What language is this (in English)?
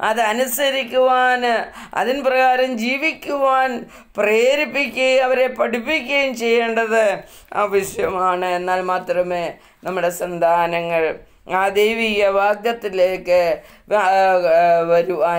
Malayalam